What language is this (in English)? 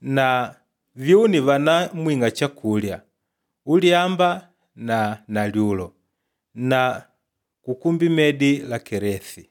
Makonde